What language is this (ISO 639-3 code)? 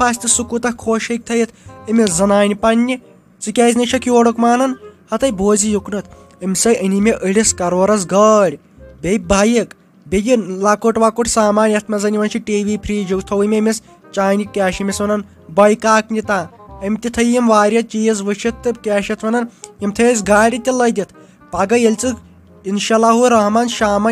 kas